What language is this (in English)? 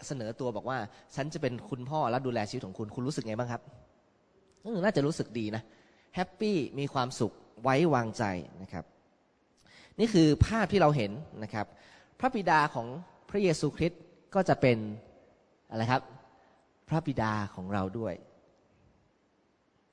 Thai